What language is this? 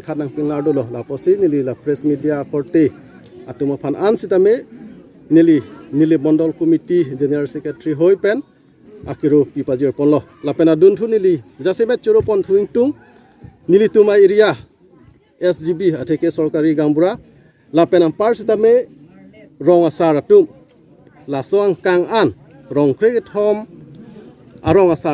Karbi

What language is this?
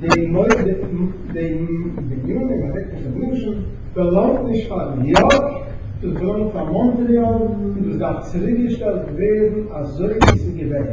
Yiddish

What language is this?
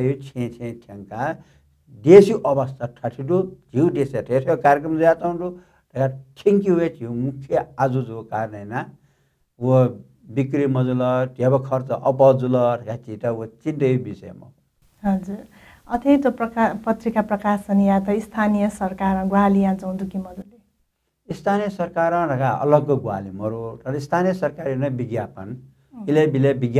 Newari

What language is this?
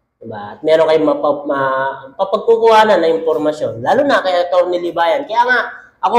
Filipino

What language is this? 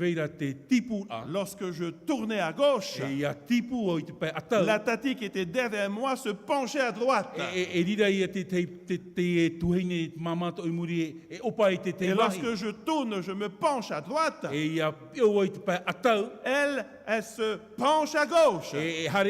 Tahitian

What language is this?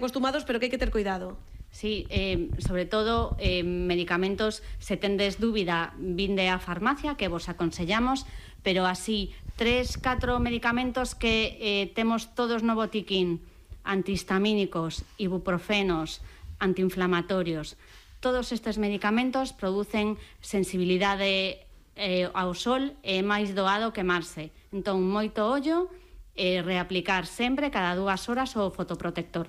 Galician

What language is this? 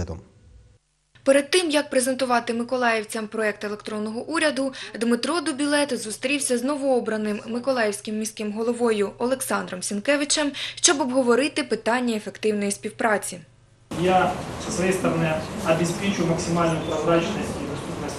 Ukrainian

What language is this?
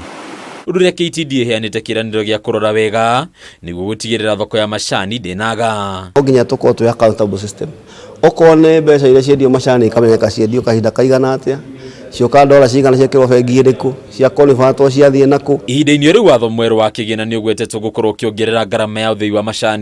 Kikuyu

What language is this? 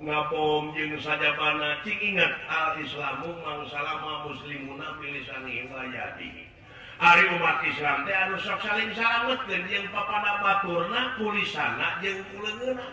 Sundanese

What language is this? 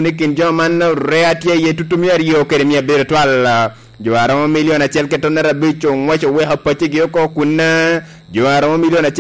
Lango (Uganda)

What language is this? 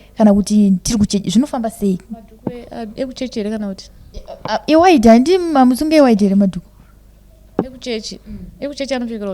Shona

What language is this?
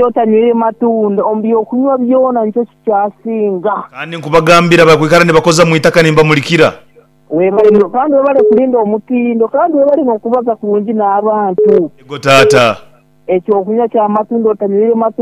Nyoro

